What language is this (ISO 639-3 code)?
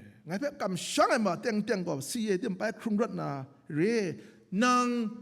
kac